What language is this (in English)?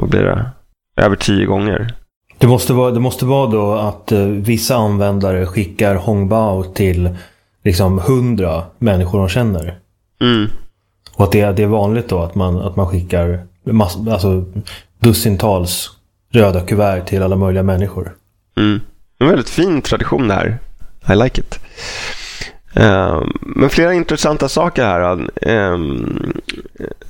Swedish